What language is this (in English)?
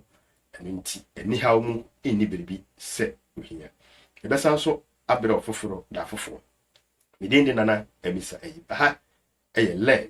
Akan